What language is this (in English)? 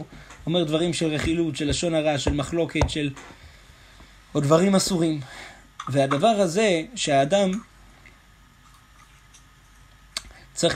Hebrew